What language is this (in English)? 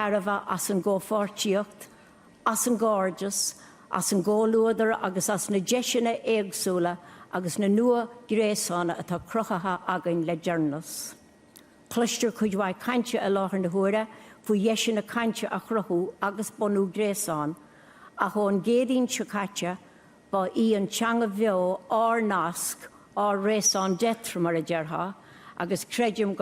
Irish